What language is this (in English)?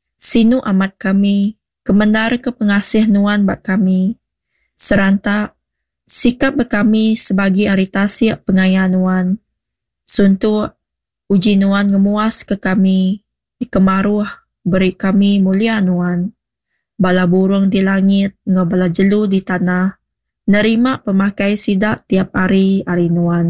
Iban